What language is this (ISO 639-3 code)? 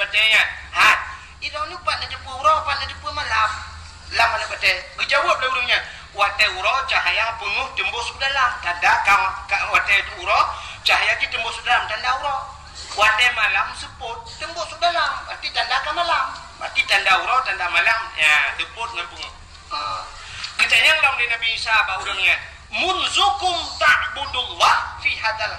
ace